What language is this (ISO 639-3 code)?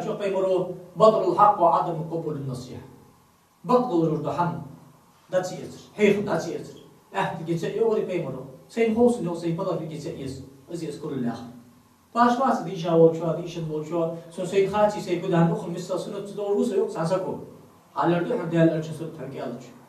inh